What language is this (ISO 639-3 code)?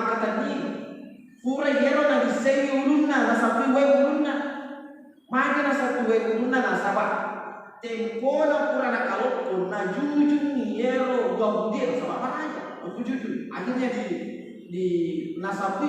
bug